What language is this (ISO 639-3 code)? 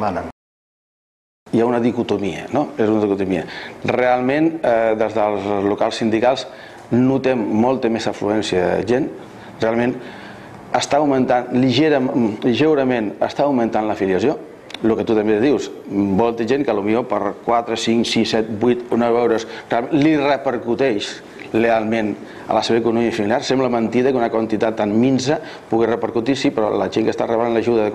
cat